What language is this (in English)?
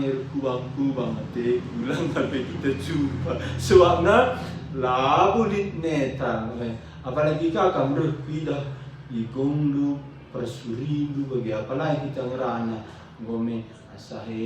Batak Karo